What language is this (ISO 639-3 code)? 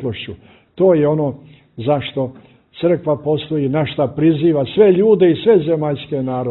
bos